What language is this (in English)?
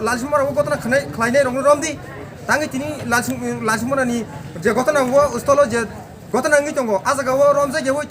Kok Borok